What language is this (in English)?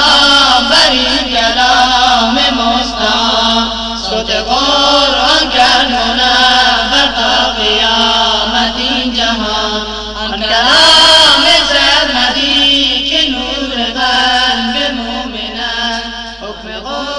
Persian